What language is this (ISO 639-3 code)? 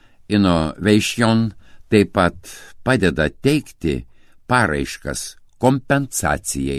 lit